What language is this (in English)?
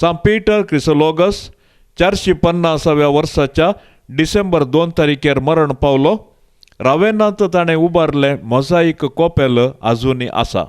Konkani